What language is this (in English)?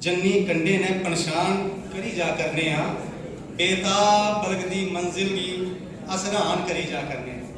Dogri